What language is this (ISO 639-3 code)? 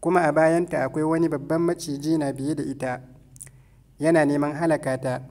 hau